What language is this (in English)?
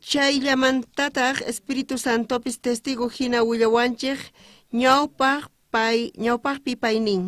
South Bolivian Quechua